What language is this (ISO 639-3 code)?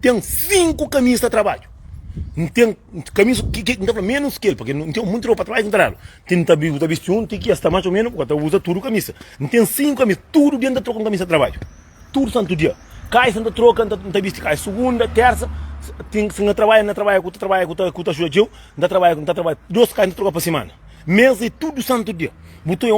kea